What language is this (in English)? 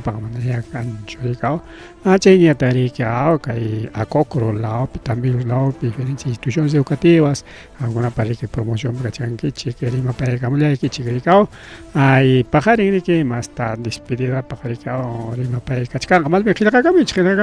Ayacucho Quechua